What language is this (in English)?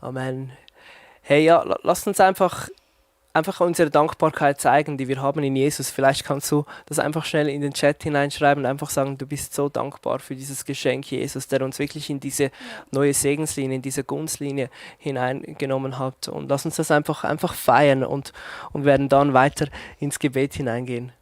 Swiss German